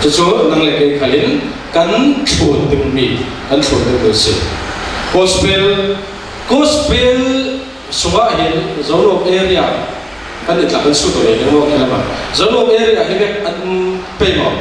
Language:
Falam Chin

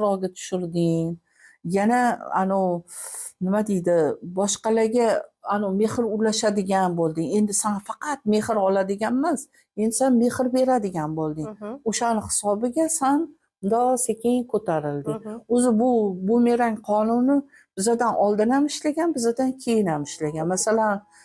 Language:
Uzbek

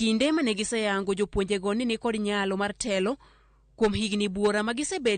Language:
Luo (Kenya and Tanzania)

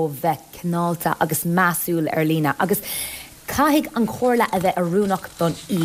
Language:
Irish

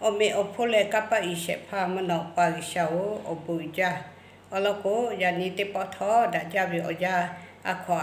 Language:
Lahu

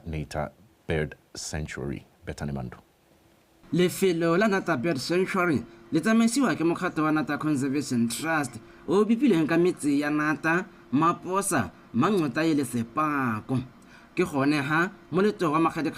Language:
Tswana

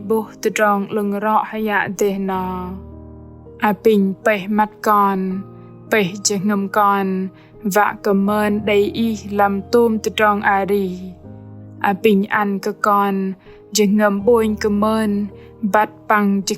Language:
Bahnar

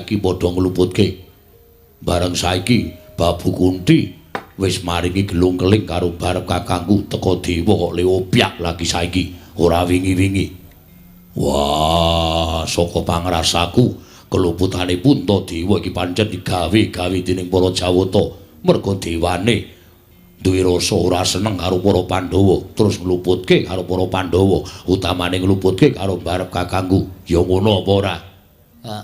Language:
Javanese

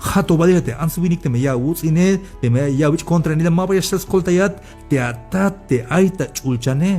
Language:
Tzeltal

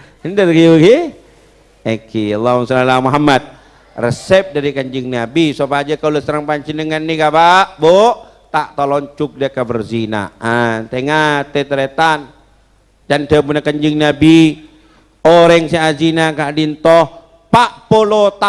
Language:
Madurese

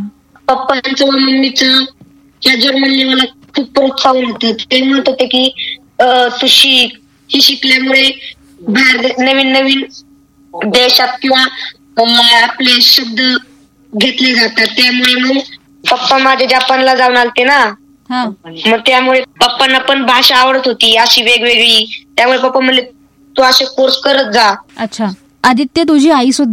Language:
Marathi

